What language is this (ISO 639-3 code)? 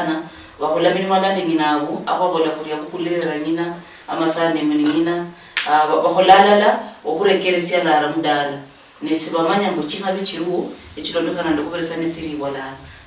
luy